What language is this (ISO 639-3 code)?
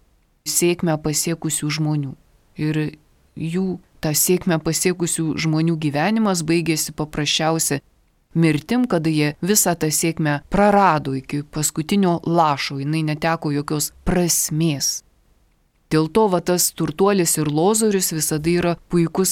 lit